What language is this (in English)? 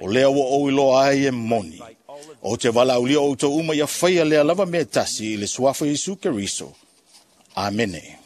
Samoan